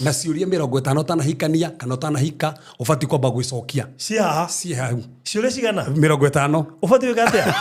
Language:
Kikuyu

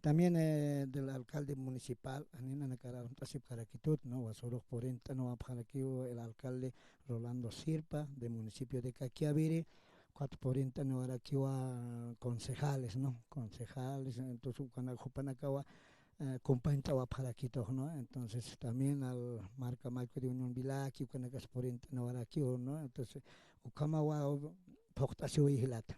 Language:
Aymara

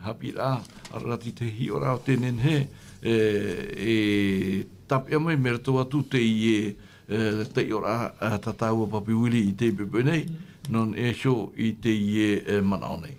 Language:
Tahitian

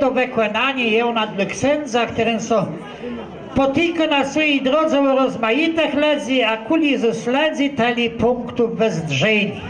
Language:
Kashubian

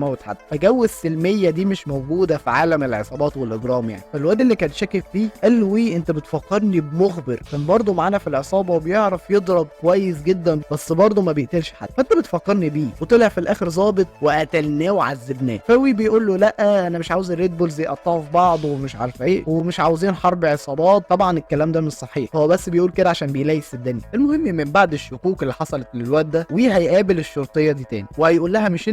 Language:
Egyptian Arabic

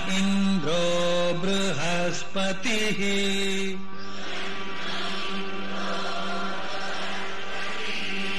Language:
Kannada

